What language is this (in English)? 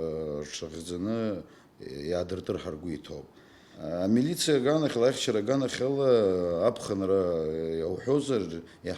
Abkhazian